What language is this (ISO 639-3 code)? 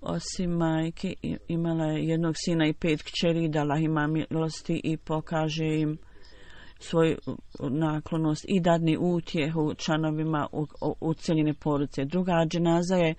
bos